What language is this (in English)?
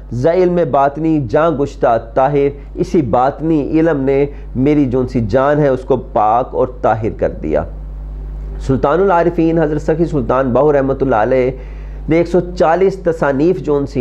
Urdu